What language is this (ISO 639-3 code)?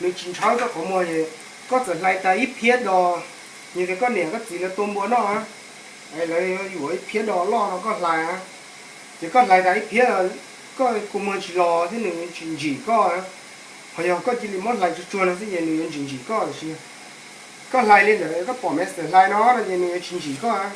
hmn